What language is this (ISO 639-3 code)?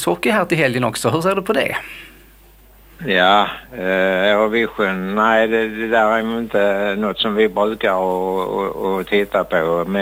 swe